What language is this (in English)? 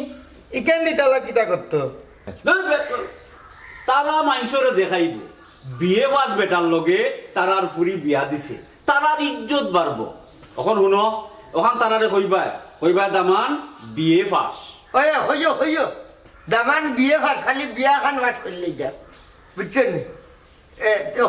Sylheti